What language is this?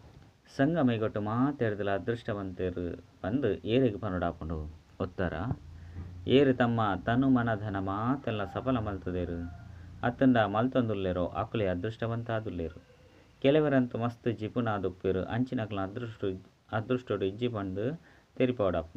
Tulu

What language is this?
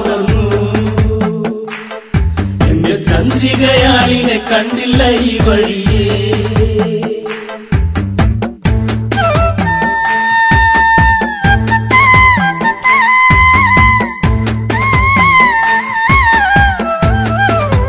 Malayalam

